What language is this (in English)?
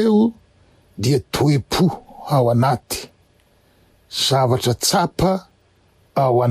Malagasy